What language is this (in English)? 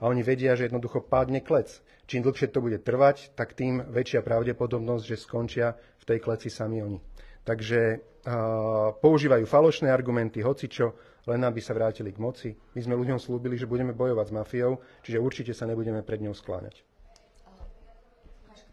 Slovak